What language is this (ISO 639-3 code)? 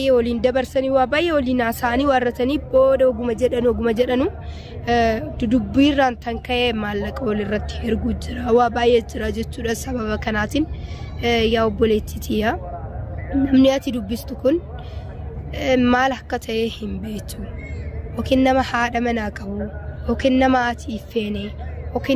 orm